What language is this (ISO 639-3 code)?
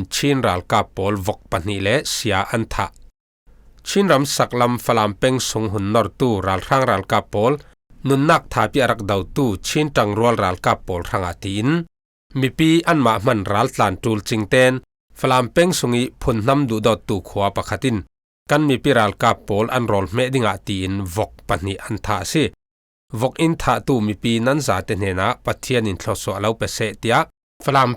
cfm